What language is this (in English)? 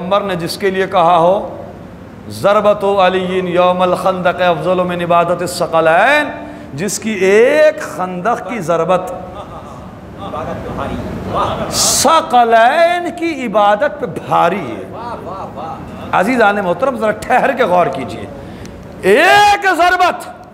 Urdu